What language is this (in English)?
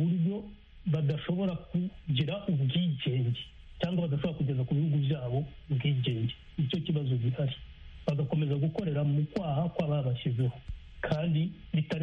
Kinyarwanda